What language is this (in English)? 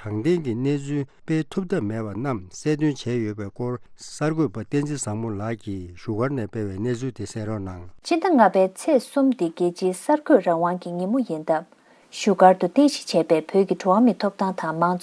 Tibetan